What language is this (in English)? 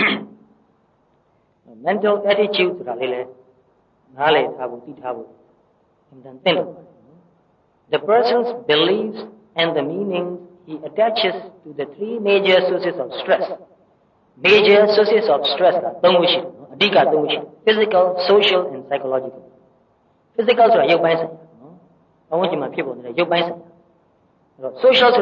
Burmese